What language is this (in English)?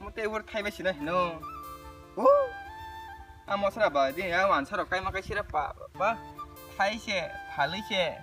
Kok Borok